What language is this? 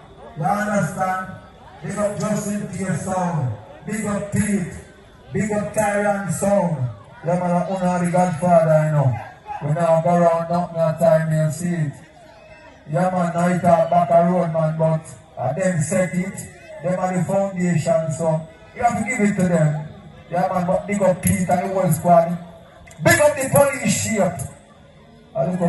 Jamaican Creole English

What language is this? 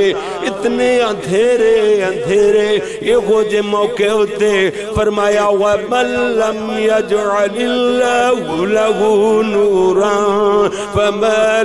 Urdu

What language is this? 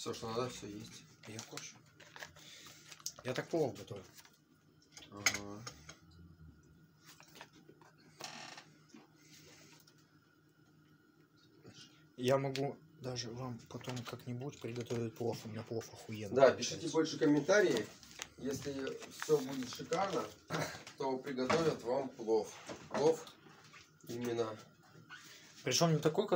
Russian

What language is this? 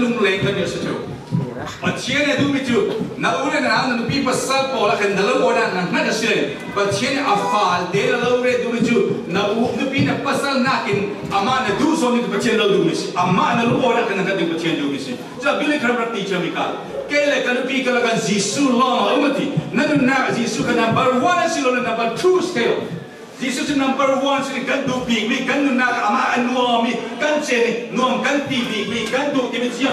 Falam Chin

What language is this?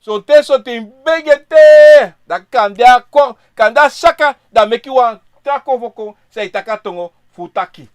Sranan Tongo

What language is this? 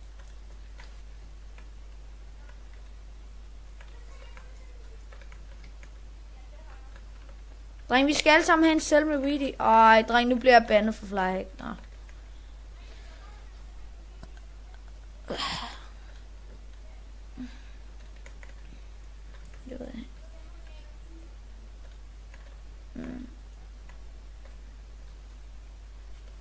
Danish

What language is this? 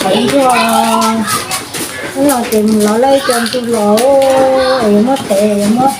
Hmong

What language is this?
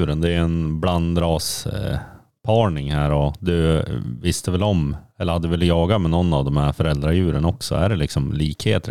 Swedish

